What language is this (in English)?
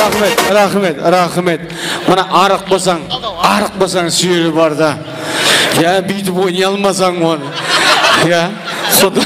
Kara-Kalpak